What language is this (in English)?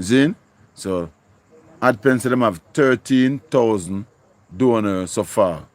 Jamaican Creole English